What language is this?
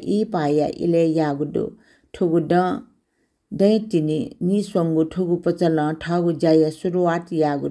Newari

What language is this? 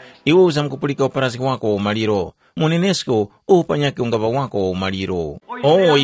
Tumbuka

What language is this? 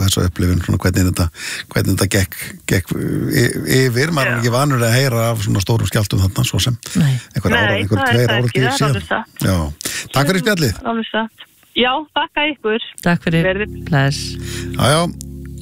Icelandic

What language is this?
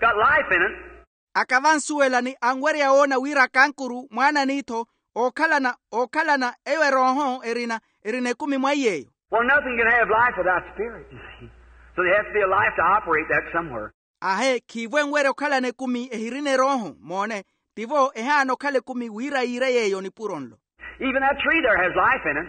Makhuwa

